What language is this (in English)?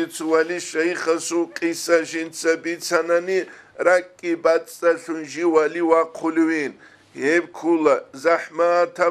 Avaric